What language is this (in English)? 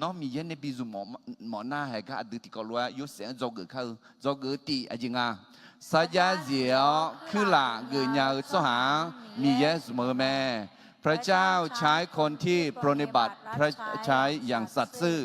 Akha